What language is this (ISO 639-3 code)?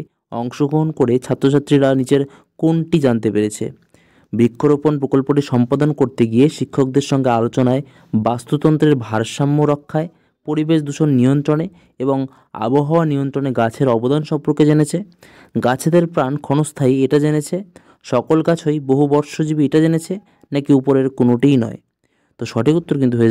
ben